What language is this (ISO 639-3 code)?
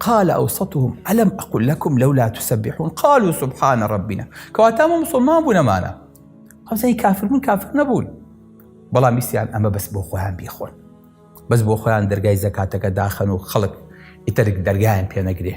ckb